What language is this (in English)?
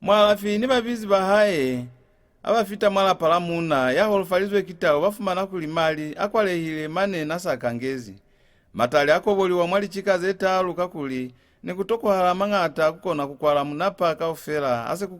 Lozi